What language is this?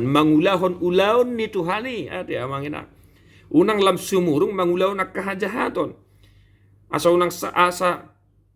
Batak Toba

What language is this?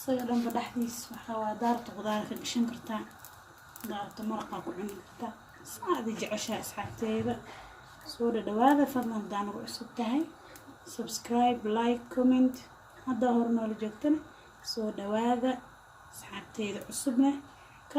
Somali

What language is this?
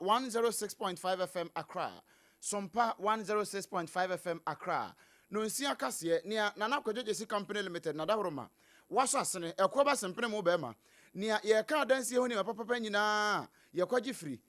Akan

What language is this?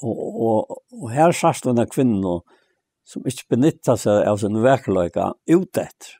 Faroese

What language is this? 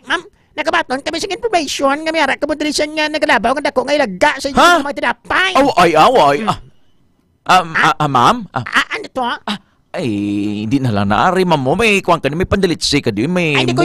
Hiligaynon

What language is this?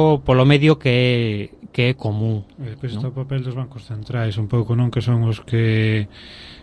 Galician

